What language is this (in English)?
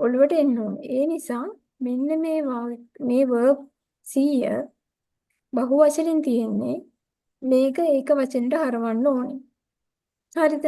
Sinhala